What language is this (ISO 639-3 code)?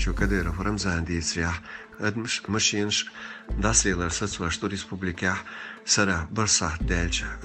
che